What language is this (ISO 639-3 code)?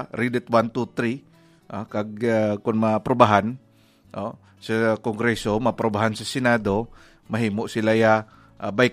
hil